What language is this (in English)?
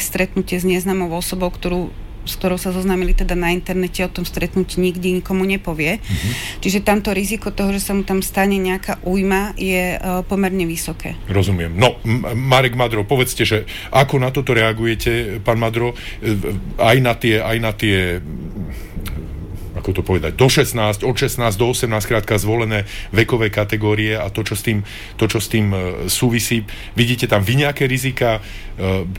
Slovak